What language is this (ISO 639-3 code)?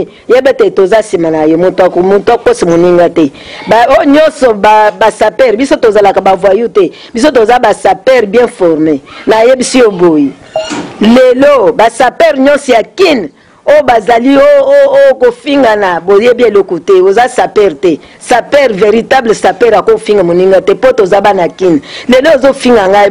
lin